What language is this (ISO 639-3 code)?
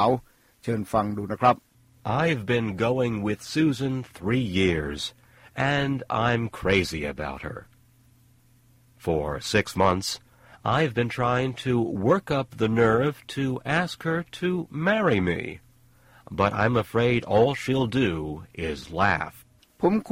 tha